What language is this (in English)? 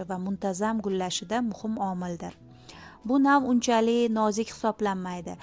Uzbek